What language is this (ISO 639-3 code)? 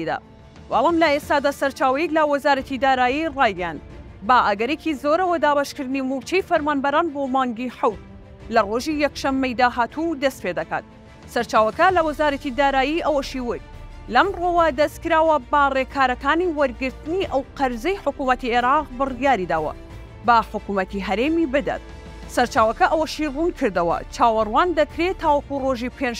ckb